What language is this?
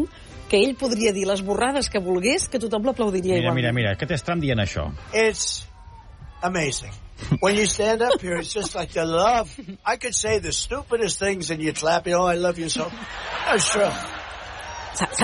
Catalan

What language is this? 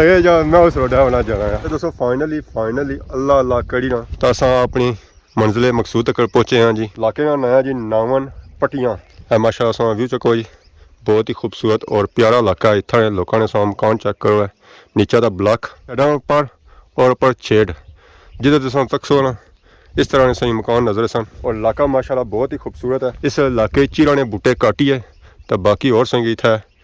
Pahari-Potwari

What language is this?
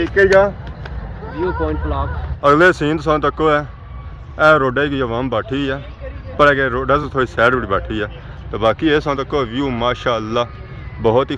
Pahari-Potwari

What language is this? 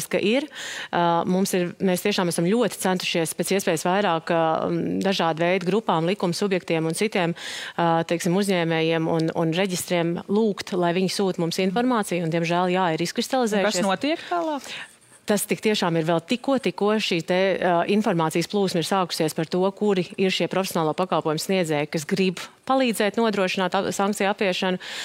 Latvian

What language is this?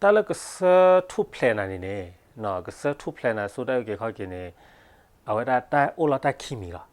S'gaw Karen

